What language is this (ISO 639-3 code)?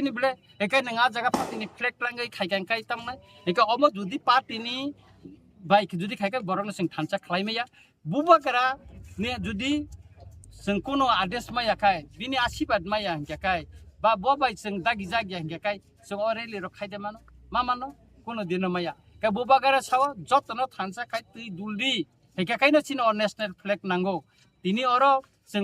trp